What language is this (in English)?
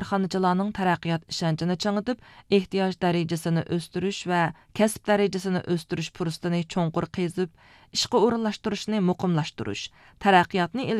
Uyghur